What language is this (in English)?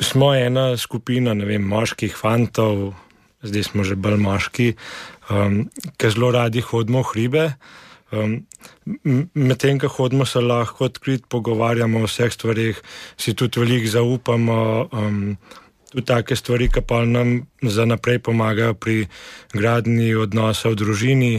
Slovenian